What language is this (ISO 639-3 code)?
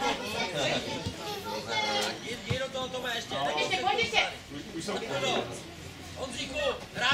ces